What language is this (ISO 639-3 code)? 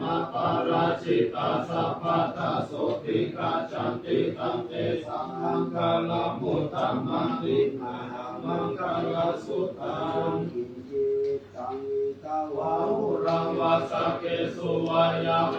pli